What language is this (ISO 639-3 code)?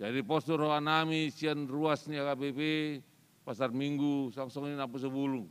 bbc